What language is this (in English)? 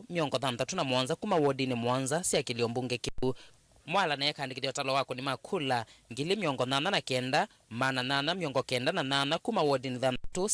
Kamba